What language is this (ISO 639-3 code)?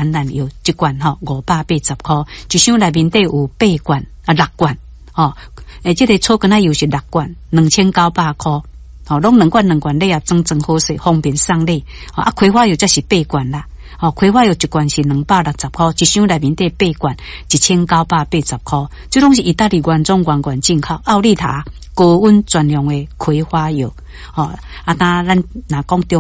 nan